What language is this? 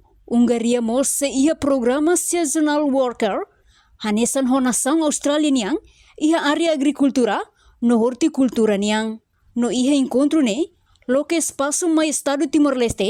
Tetum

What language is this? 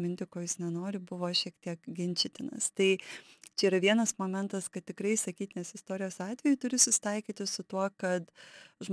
Lithuanian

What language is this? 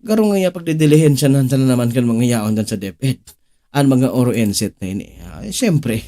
Bikol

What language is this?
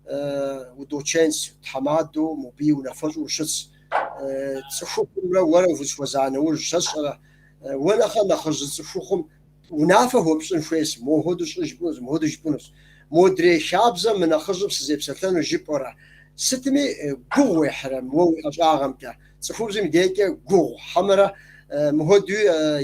Kabardian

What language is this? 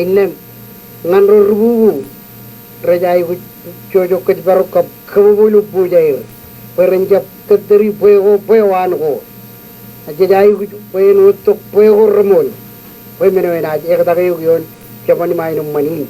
Marshallese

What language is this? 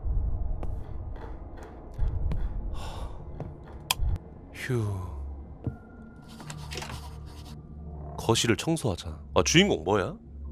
Korean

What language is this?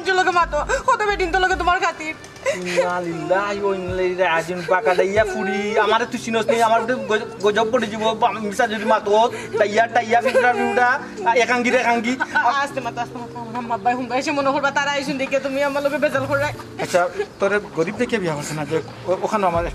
Sylheti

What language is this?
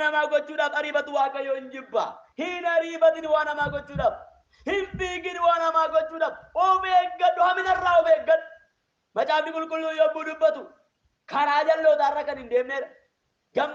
Oromo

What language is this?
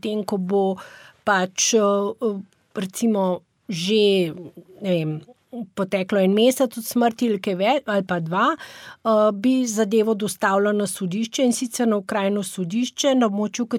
Slovenian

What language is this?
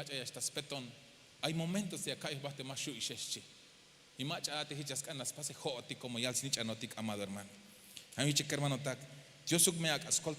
Tzeltal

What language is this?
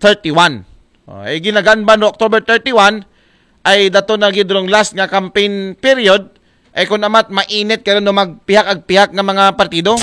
Aklanon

